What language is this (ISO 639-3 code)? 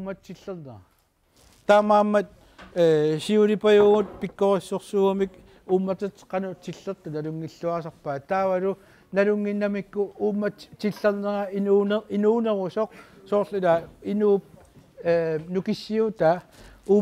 kal